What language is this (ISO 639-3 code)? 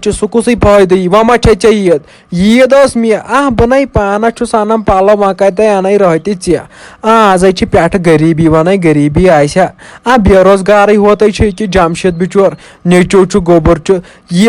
kas